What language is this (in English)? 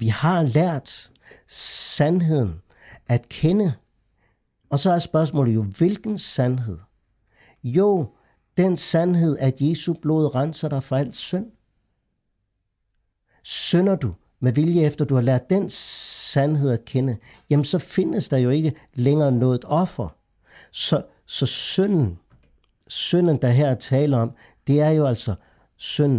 Danish